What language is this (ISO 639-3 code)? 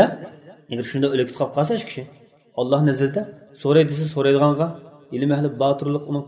uig